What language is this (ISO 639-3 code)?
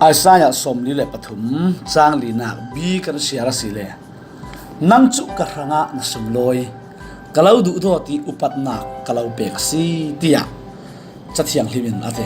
cfm